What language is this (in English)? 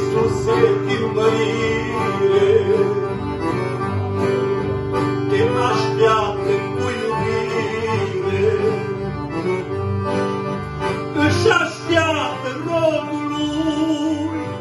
Romanian